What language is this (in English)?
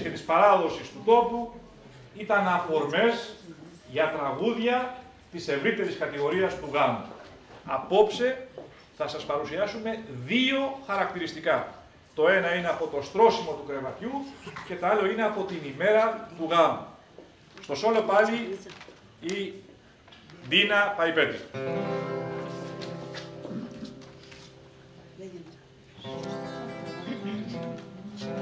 Greek